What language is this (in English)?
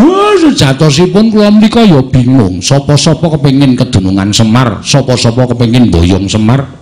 Javanese